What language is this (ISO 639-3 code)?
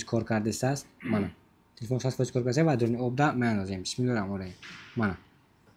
tgk